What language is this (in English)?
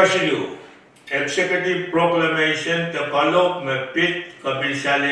Pohnpeian